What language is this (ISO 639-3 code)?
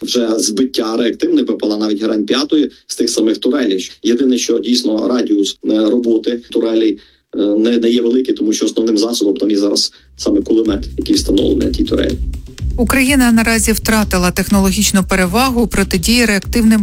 ukr